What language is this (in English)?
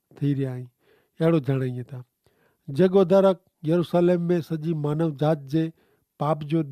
Kachhi